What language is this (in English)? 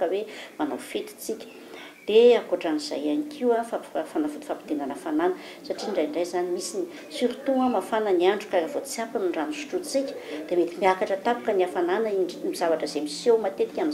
Malagasy